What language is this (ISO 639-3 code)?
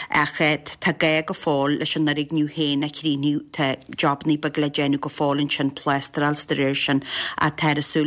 gle